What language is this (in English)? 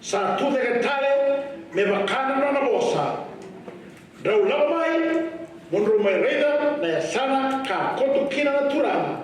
Fijian